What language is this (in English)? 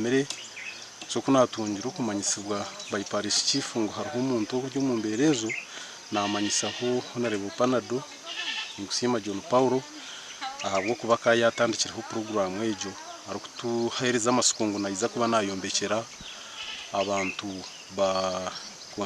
Nyankole